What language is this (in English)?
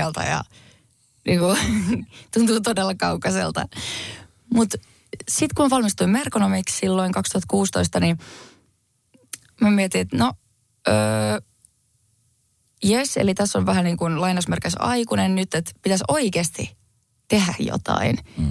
Finnish